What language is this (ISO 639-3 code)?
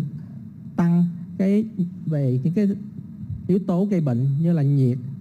vie